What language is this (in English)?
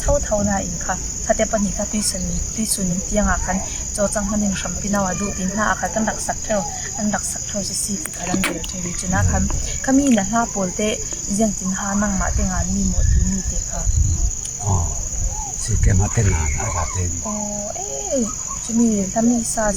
Falam Chin